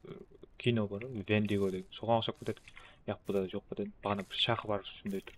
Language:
Kara-Kalpak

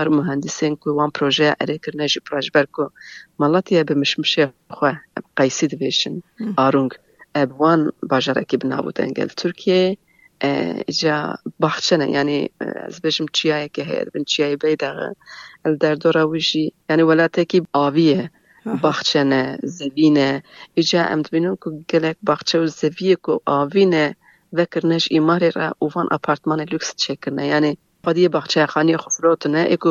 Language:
Kurdish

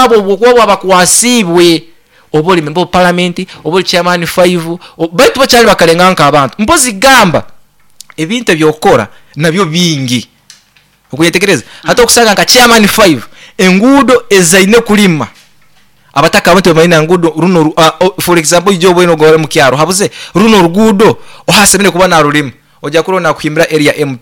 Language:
Nyoro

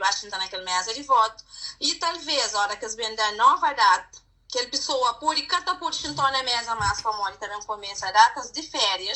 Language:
Kabuverdianu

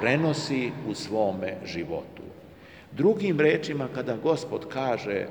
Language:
Serbian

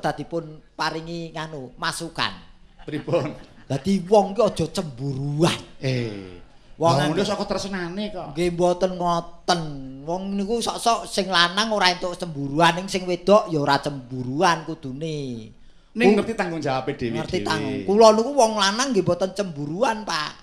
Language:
Javanese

